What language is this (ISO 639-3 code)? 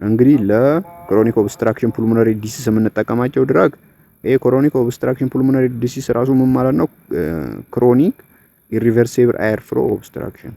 amh